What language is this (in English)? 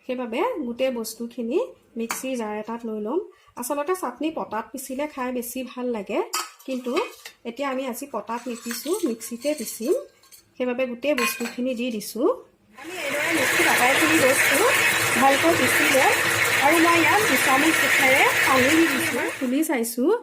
Assamese